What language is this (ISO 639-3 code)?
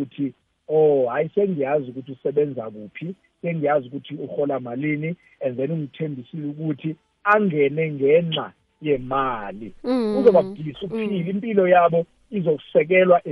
nbl